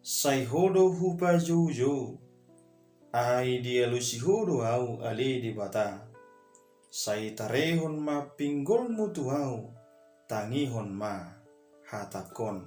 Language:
Batak Toba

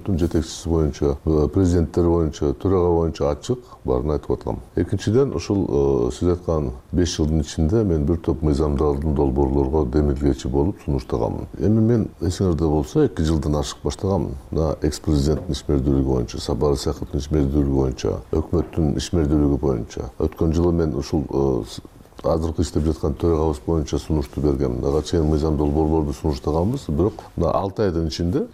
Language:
Kyrgyz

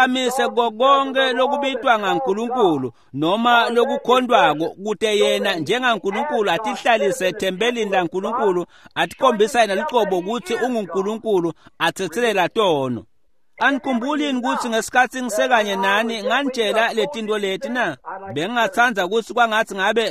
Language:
Swati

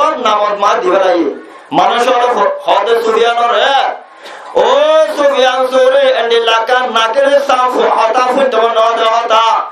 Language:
Rohingya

